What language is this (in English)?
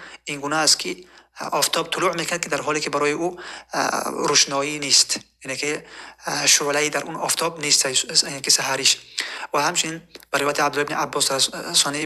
Tajik